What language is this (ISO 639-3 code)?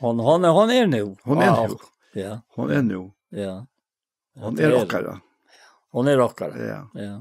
fao